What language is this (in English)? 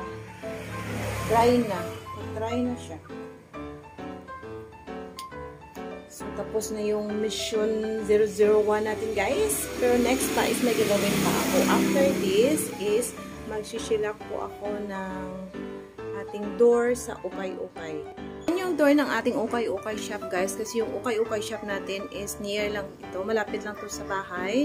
Filipino